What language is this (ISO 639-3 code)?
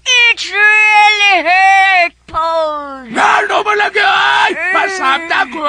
ceb